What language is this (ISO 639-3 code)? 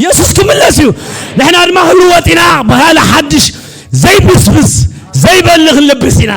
tir